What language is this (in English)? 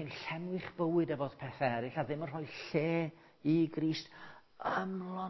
Welsh